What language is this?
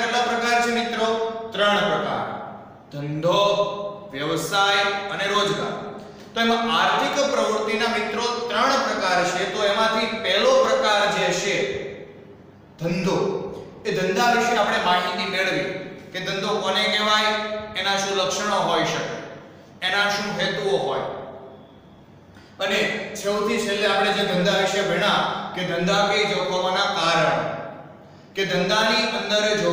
Gujarati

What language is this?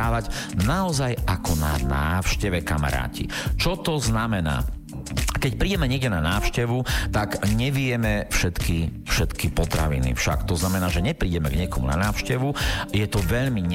Slovak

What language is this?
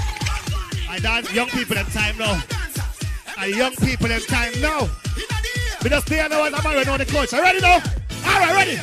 Jamaican Creole English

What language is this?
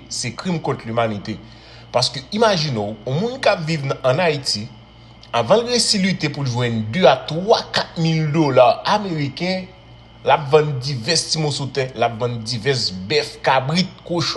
Haitian Creole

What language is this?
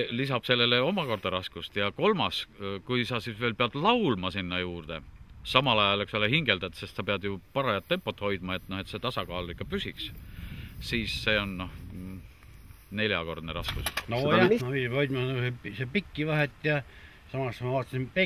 Estonian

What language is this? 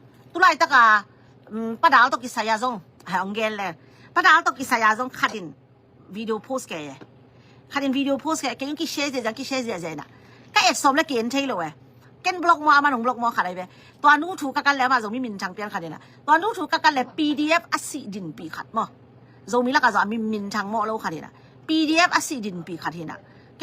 Tedim Chin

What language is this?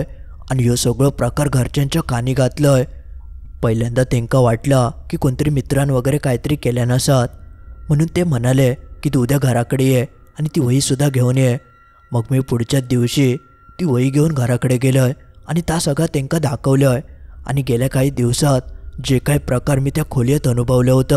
Marathi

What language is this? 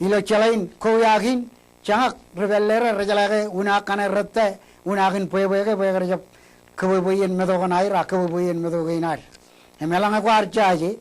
Marshallese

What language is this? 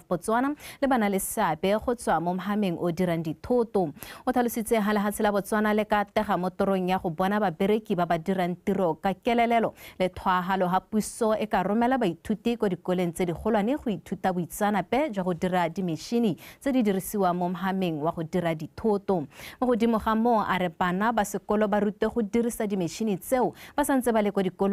Tswana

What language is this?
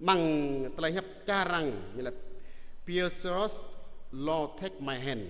Jarai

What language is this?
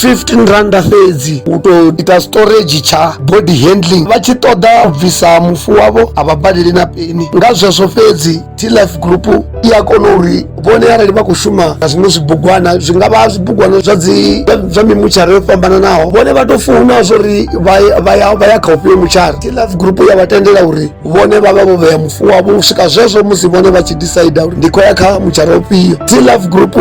Venda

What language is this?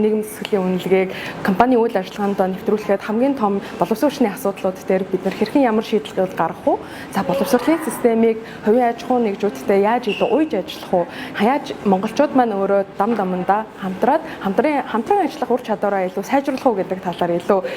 Mongolian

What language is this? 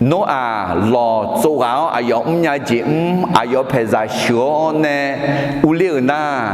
Akha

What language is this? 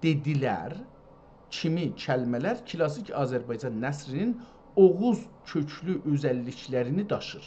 South Azerbaijani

